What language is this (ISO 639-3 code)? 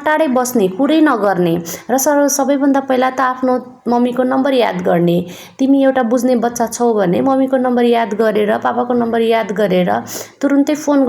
nep